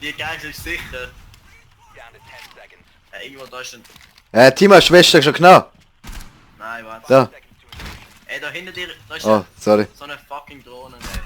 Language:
Swiss German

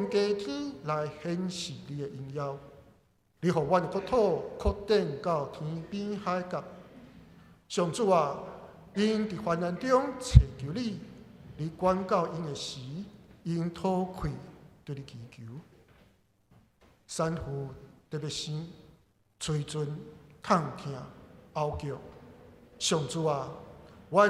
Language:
Min Nan Chinese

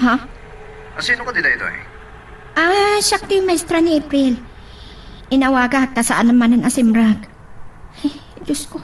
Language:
Iloko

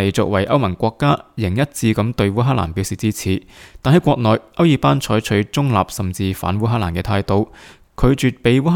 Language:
Cantonese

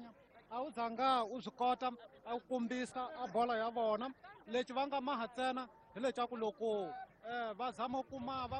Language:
Tsonga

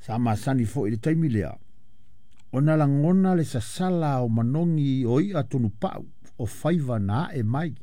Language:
Samoan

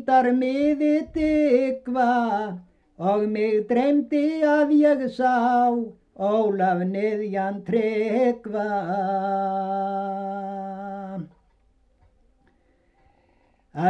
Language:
Icelandic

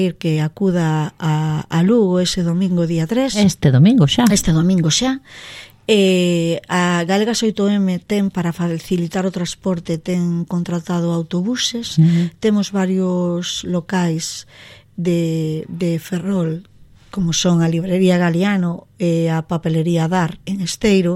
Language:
Galician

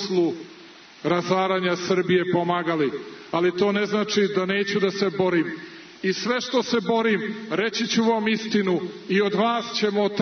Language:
Serbian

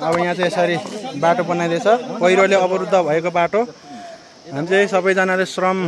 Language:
Nepali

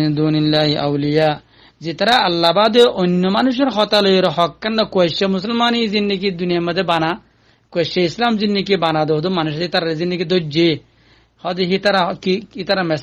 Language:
Rohingya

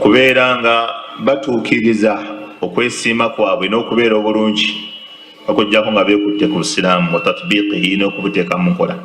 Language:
Ganda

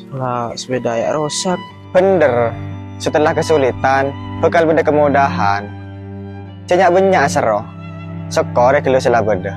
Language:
Madurese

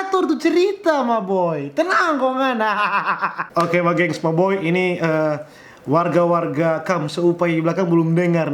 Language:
Manado Malay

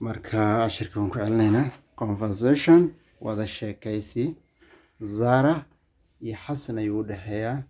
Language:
Somali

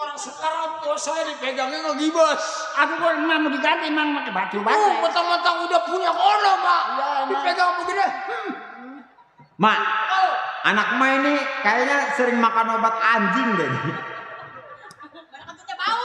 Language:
Betawi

